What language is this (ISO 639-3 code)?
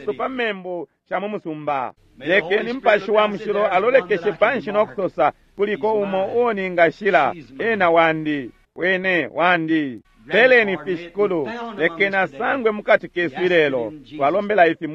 bem